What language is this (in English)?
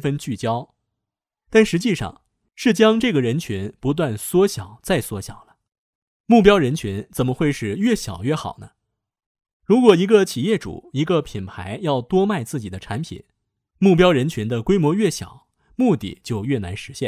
Chinese